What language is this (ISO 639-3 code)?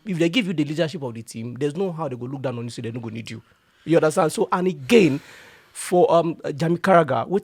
pcm